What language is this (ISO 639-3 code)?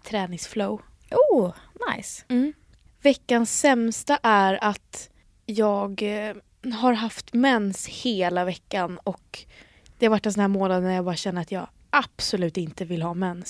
swe